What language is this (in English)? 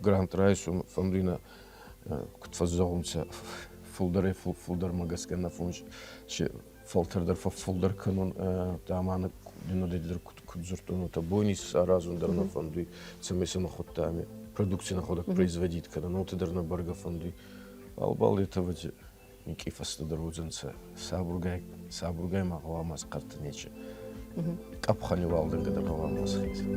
Ossetic